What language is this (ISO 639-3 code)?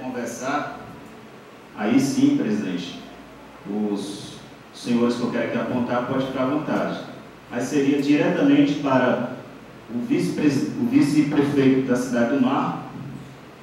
por